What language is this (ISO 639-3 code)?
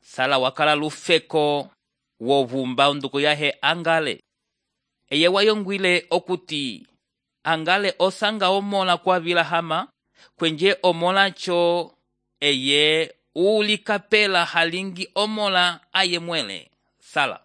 umb